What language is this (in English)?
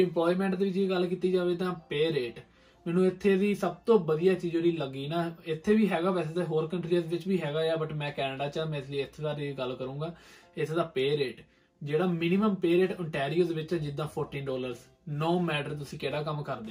Punjabi